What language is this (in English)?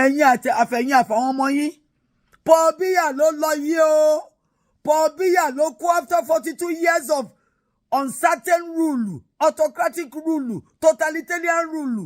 Yoruba